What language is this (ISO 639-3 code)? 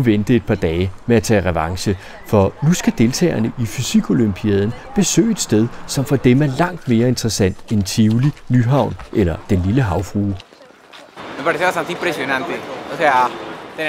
dan